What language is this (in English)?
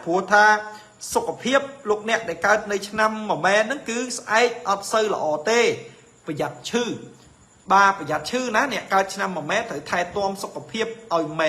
Khmer